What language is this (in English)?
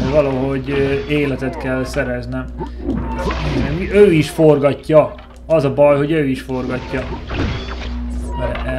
Hungarian